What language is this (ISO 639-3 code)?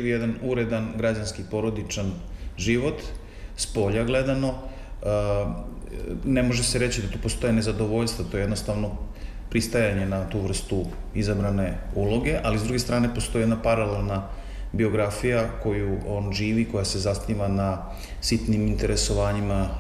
srp